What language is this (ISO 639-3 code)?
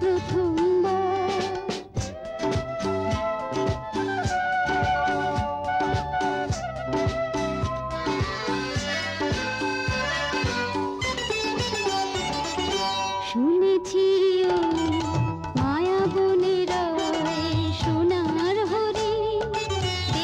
ben